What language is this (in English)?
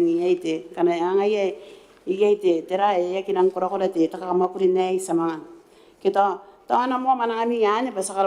Gilbertese